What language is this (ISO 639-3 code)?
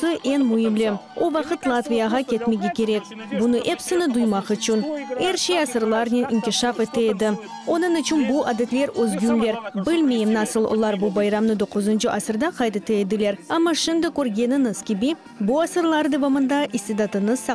crh